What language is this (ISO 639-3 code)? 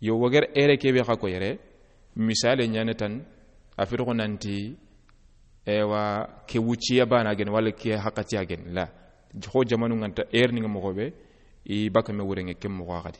snk